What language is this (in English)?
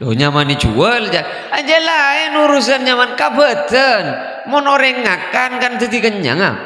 Madurese